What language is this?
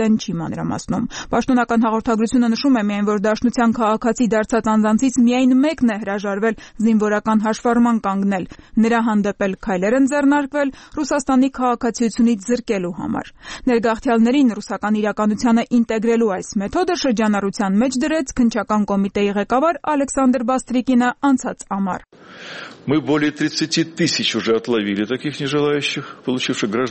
Armenian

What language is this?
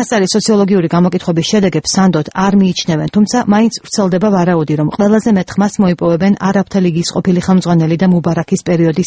Georgian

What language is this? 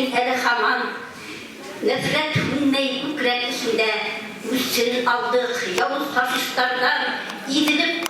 Bashkir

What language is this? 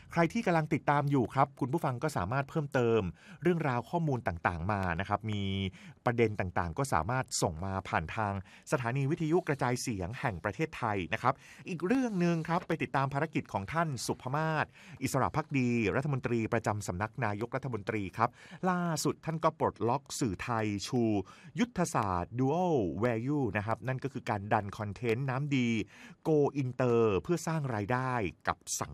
Thai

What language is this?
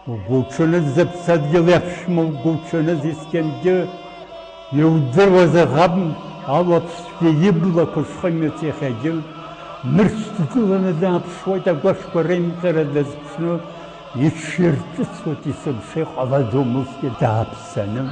Abkhazian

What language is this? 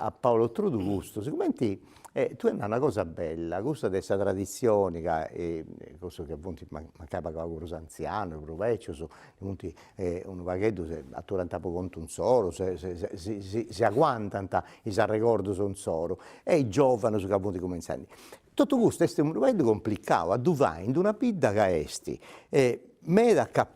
Sardinian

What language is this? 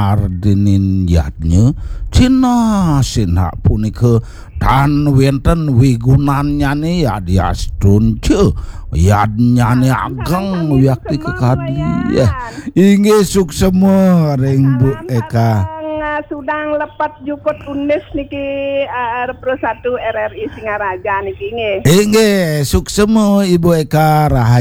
Balinese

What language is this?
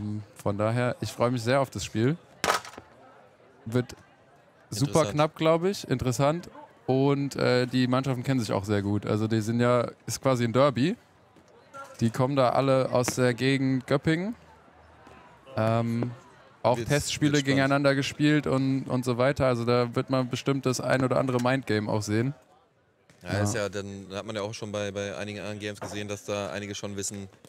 German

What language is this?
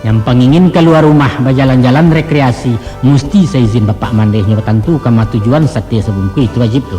Minangkabau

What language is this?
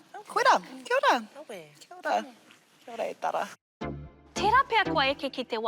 Māori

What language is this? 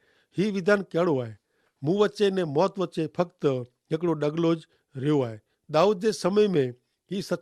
Kachhi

